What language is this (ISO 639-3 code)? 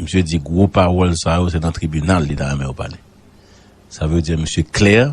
hat